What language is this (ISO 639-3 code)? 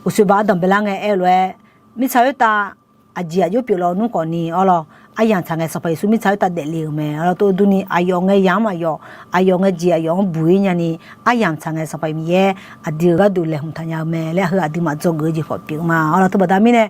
ahk